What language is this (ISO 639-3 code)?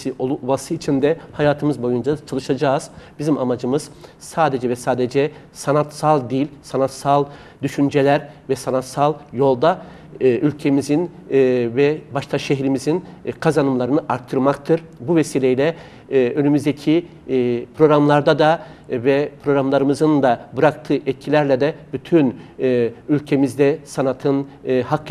tur